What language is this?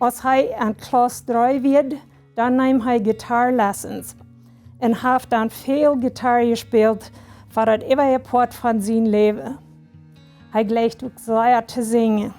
Plautdietsch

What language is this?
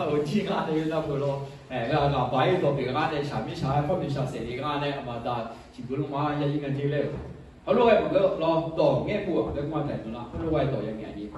Akha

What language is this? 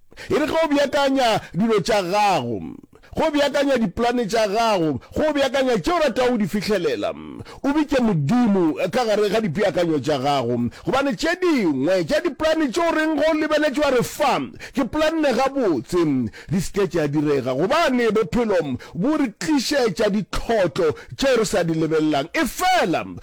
Northern Sotho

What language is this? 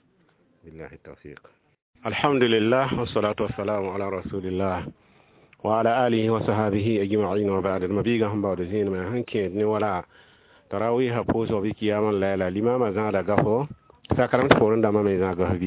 Mossi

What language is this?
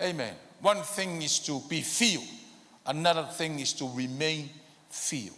Samoan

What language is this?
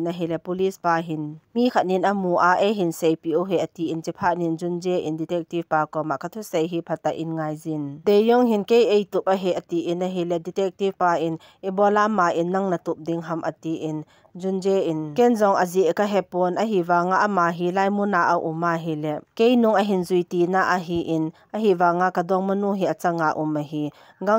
Thado Chin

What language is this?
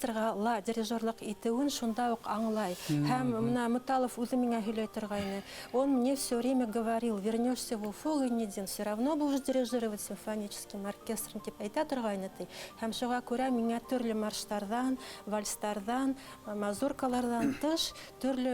Bashkir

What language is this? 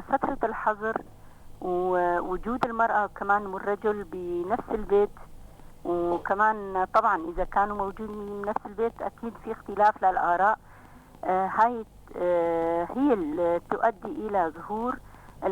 North Levantine Arabic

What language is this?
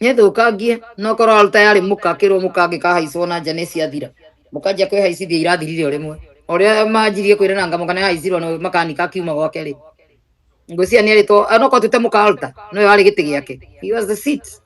Kikuyu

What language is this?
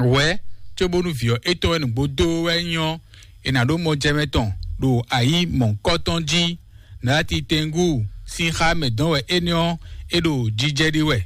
Fon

